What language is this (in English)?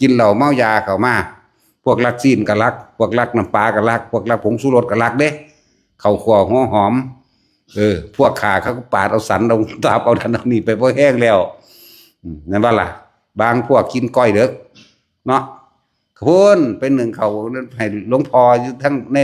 Northeastern Thai